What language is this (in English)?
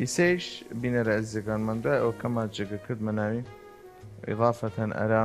Southern Kurdish